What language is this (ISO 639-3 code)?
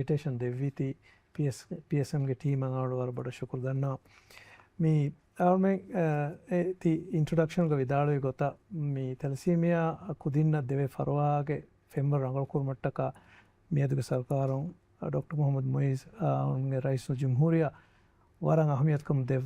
div